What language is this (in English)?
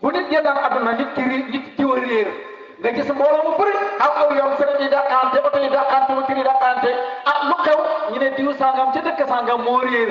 Wolof